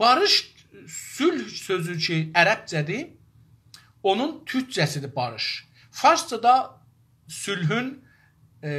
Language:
South Azerbaijani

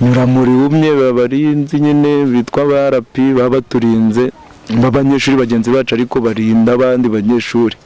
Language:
Kinyarwanda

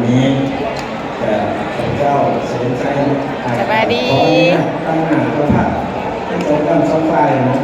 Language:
Lao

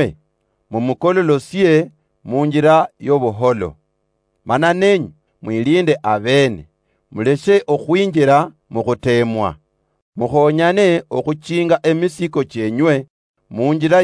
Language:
Luyia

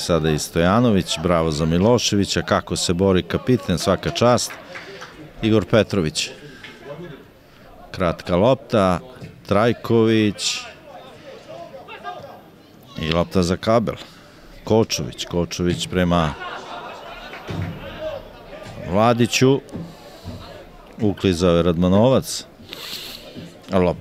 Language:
Serbian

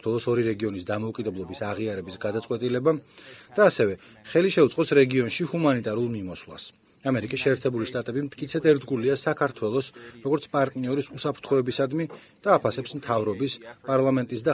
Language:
Georgian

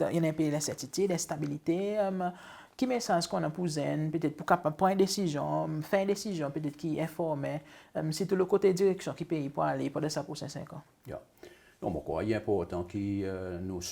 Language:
Seselwa Creole French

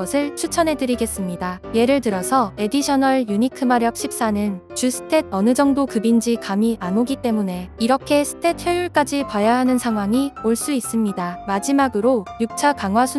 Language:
Korean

